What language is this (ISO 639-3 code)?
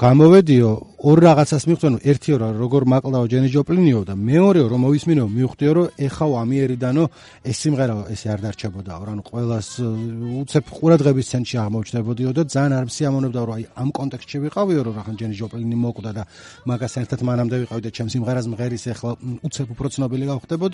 kat